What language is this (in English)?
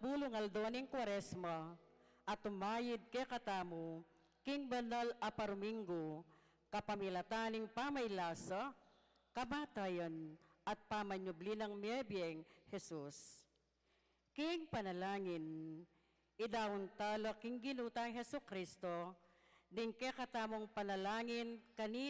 Pampanga